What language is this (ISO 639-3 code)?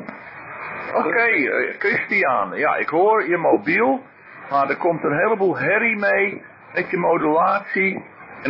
nld